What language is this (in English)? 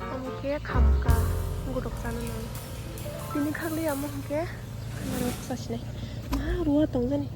Kok Borok